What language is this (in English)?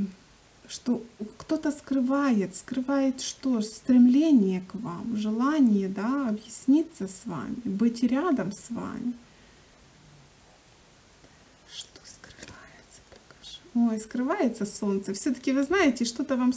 Russian